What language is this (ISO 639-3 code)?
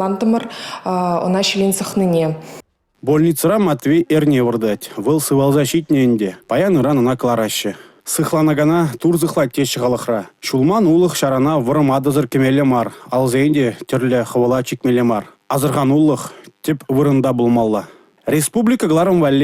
chv